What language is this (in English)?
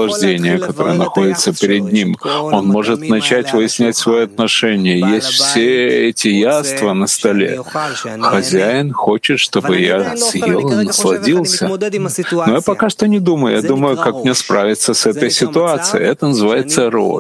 Russian